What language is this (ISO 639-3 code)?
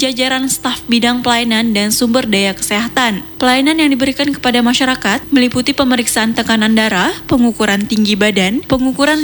ind